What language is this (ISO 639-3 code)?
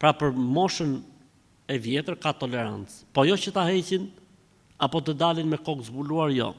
sqi